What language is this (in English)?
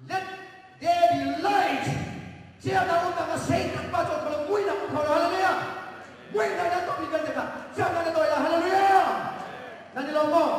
Hakha Chin